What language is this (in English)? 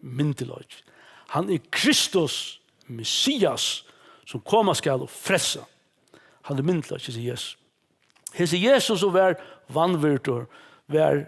Faroese